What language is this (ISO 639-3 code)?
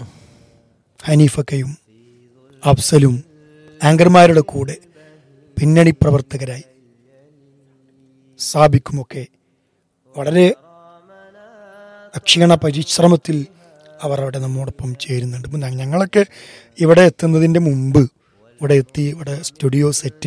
mal